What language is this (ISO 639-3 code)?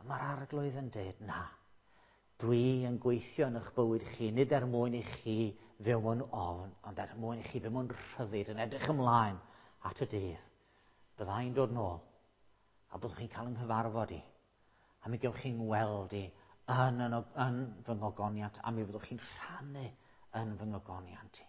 cym